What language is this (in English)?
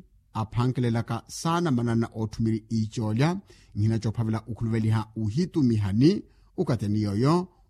Makhuwa